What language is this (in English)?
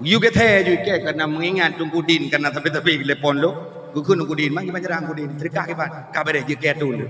Achinese